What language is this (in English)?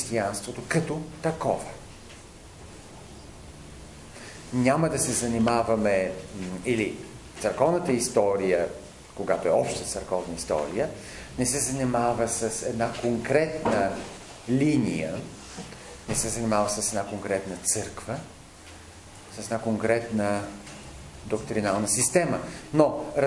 Bulgarian